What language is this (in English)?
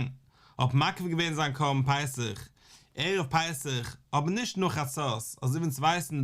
Yiddish